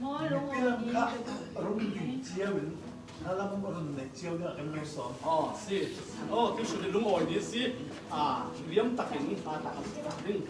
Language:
Falam Chin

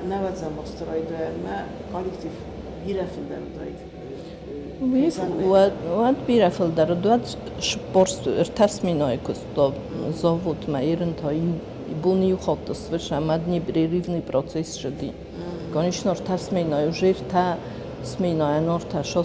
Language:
Ossetic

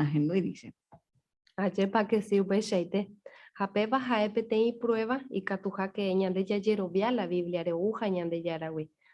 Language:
Guarani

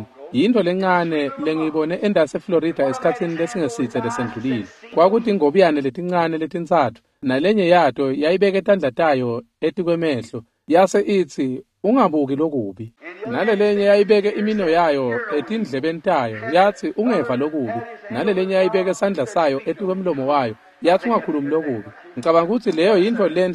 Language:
Swati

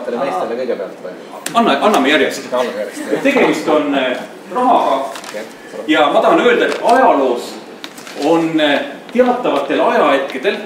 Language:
Estonian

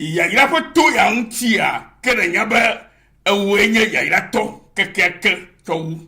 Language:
Ewe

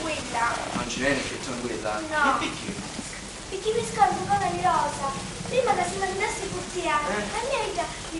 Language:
Sicilian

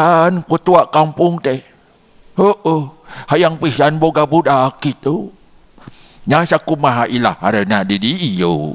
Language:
Sundanese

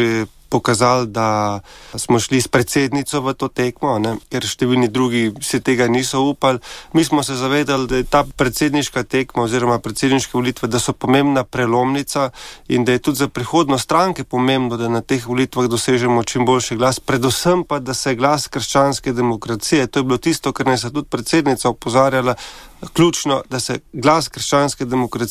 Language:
Slovenian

